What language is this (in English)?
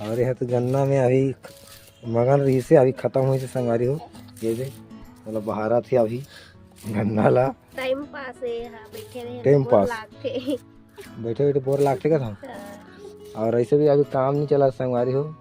Chhattisgarhi